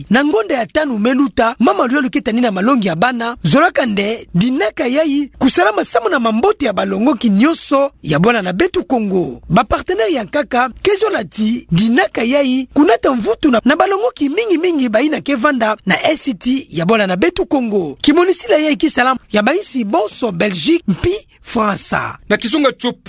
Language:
Kituba (Democratic Republic of Congo)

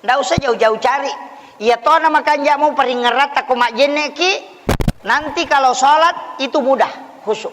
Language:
Buginese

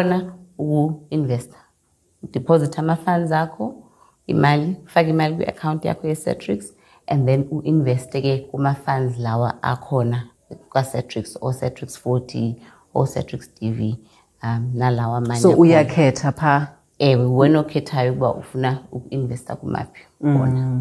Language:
Xhosa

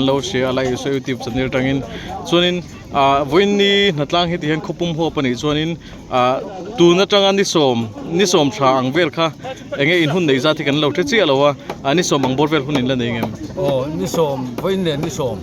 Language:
Mizo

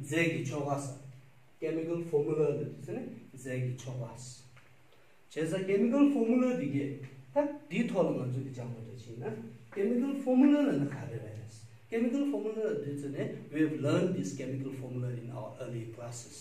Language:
Tibetan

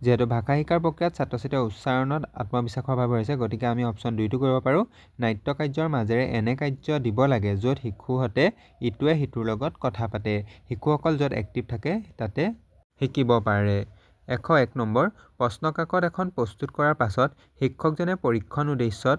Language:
Assamese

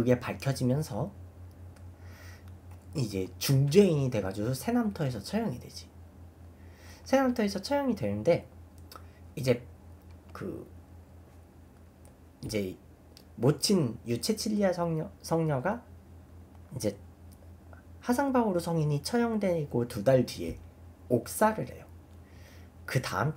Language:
Korean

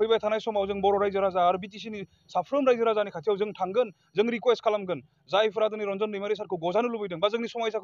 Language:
Bodo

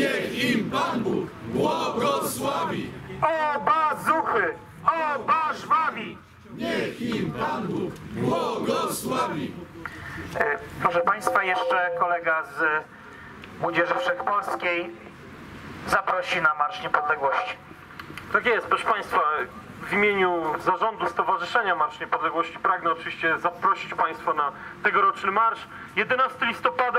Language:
Polish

